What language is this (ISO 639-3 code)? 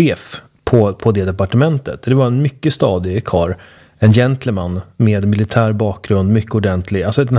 swe